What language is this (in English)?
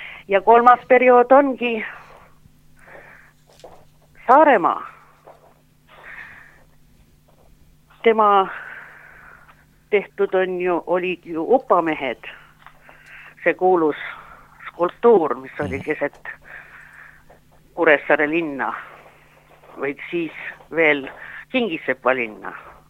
Estonian